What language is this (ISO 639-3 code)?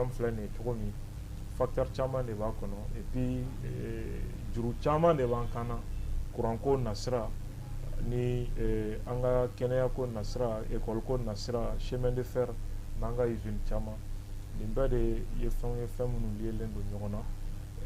bam